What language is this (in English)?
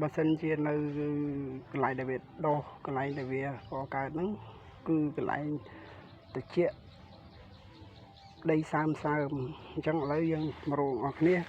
Khmer